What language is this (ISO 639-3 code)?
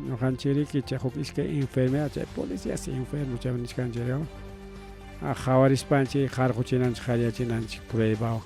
quy